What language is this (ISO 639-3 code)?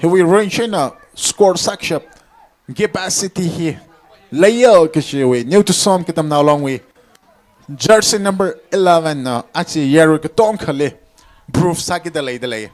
nmf